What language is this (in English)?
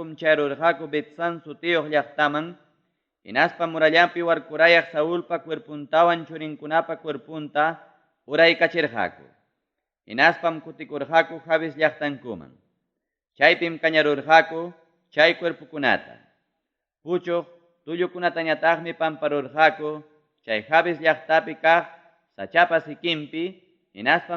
Ayacucho Quechua